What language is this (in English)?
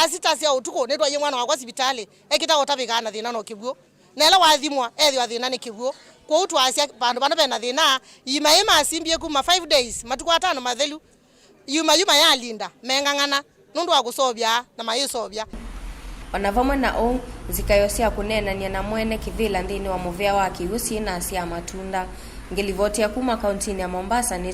Kamba